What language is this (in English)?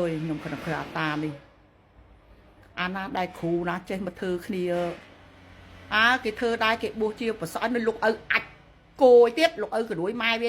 Khmer